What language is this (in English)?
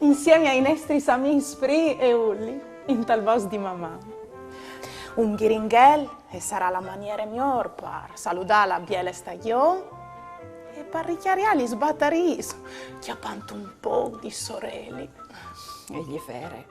Friulian